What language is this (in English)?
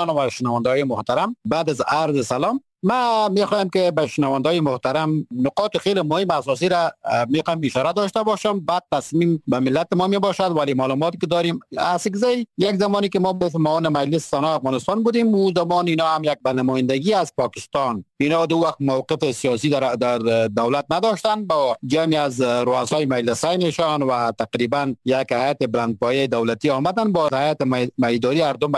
Persian